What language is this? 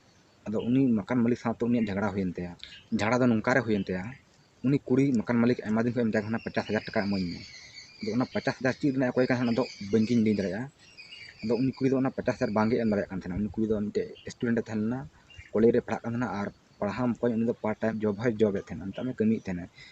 Santali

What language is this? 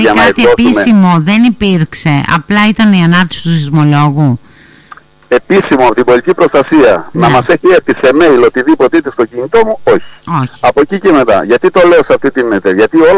Greek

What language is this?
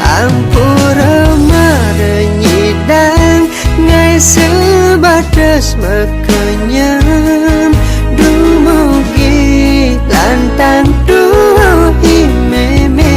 Balinese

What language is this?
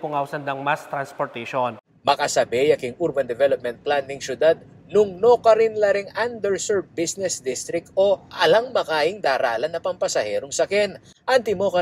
Pampanga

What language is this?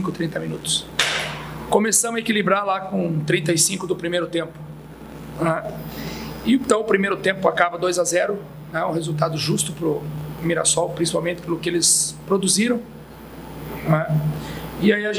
Portuguese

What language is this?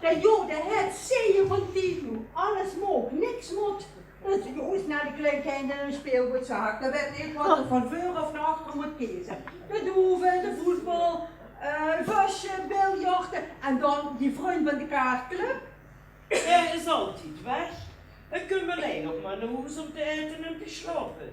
Limburgish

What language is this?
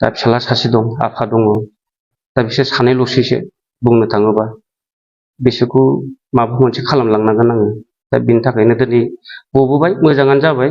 Bodo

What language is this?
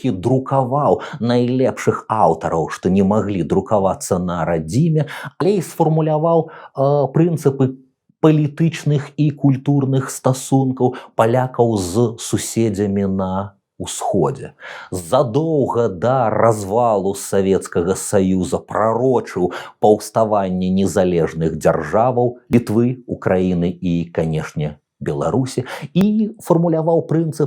Belarusian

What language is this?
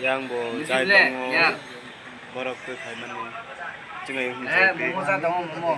Kok Borok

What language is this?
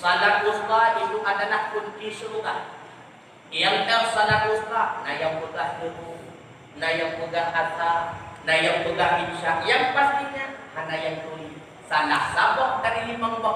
Achinese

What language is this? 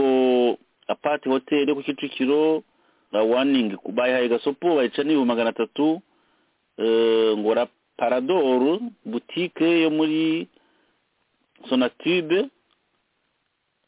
Kinyarwanda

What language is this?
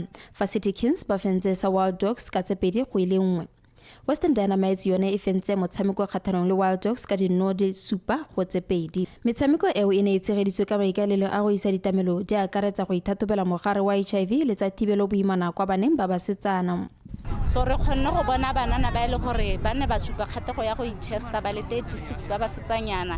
Tswana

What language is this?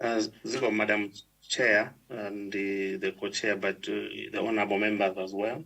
Nyanja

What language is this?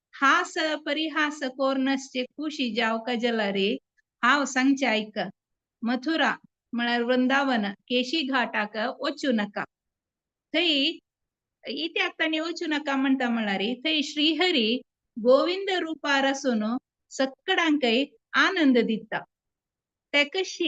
Konkani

